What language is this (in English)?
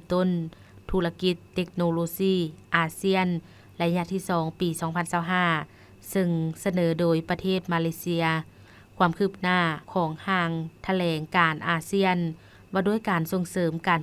Lao